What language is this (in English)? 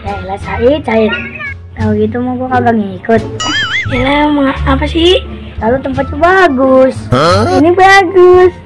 Betawi